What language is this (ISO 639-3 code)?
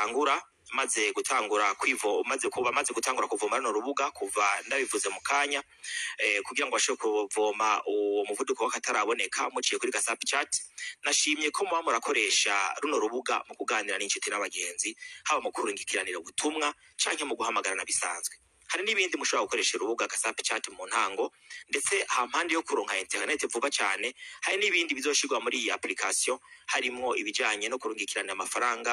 run